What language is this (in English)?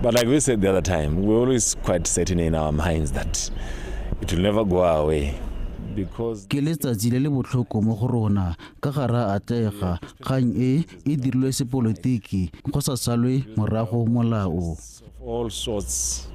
Tswana